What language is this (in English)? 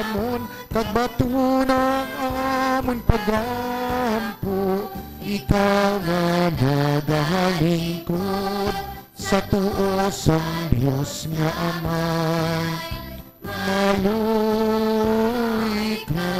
Hiligaynon